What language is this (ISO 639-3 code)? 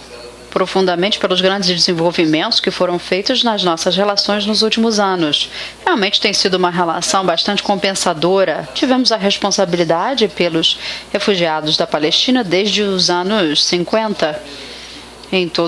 por